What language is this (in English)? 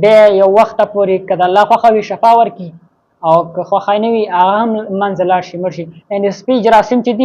Pashto